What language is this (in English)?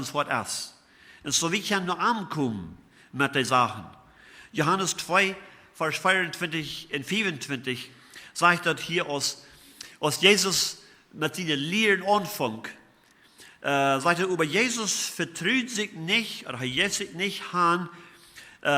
Plautdietsch